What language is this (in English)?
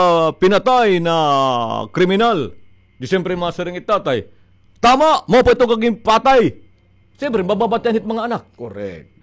Waray